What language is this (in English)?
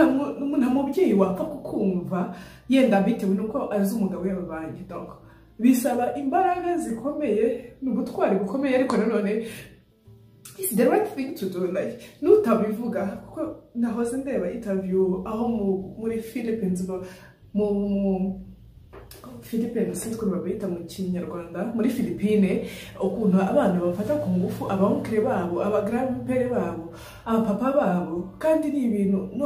Kinyarwanda